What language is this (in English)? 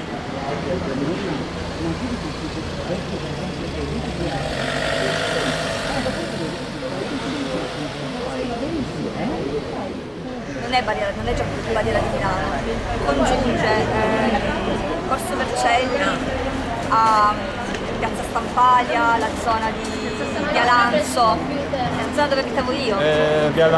Italian